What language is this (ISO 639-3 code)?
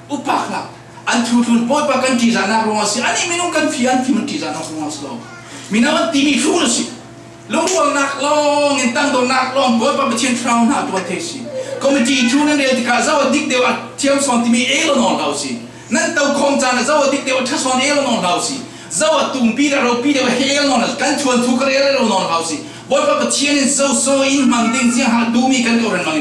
cfm